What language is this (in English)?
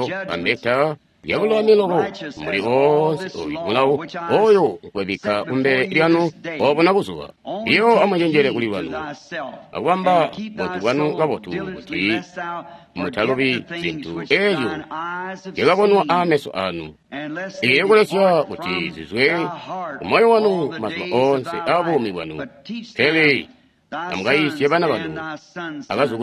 Tonga (Zambia)